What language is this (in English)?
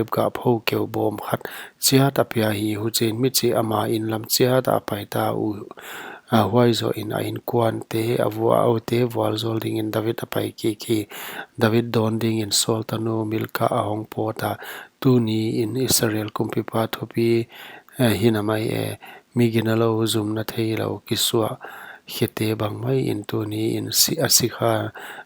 Paite Chin